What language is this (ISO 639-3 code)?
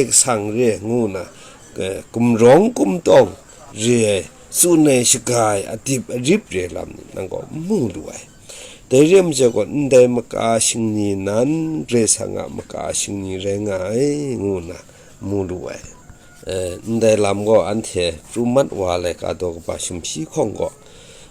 kac